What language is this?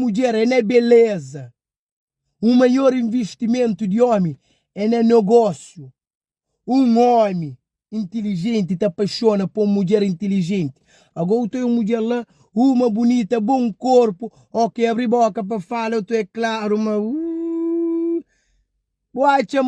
Kabuverdianu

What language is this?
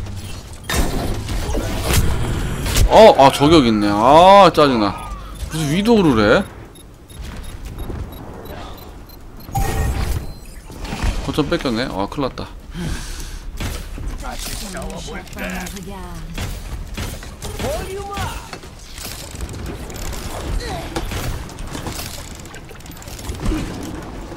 Korean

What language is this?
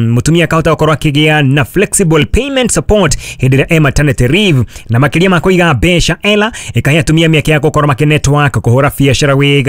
Kikuyu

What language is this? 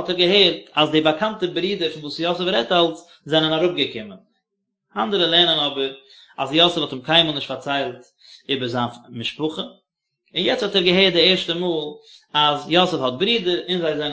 Yiddish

